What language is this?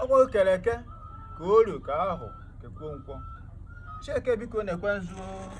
Igbo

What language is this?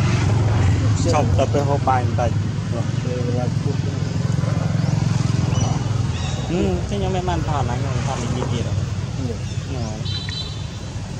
Vietnamese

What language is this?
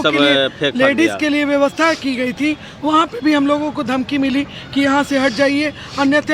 Magahi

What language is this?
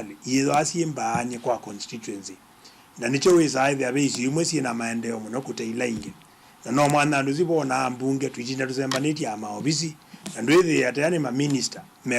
Kamba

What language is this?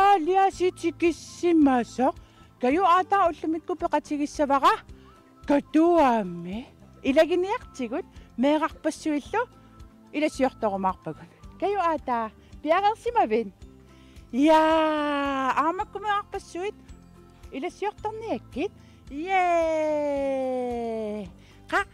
Kalaallisut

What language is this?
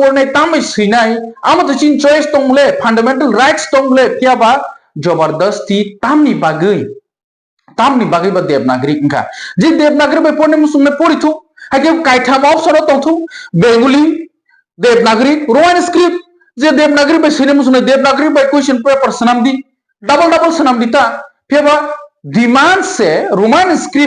Kok Borok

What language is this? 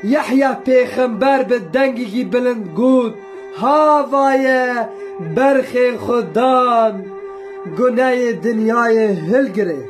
Kurdish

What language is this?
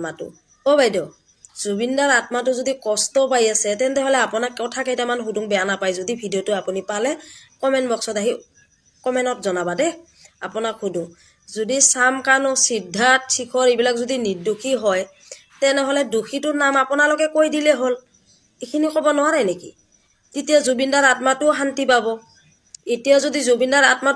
Assamese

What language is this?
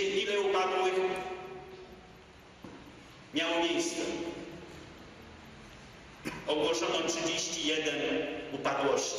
Polish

